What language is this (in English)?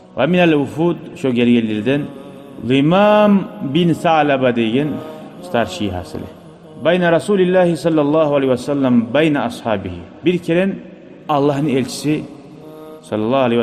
Kumyk